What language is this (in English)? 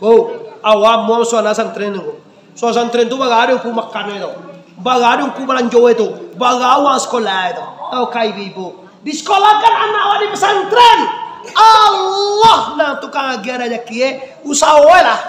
Minangkabau